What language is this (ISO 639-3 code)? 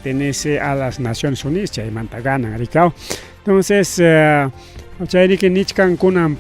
quy